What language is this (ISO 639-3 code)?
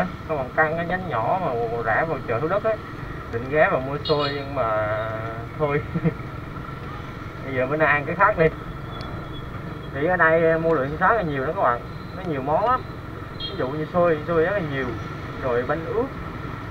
vie